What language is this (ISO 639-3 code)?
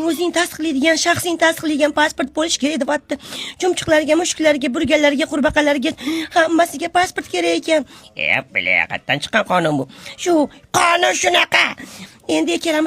uzb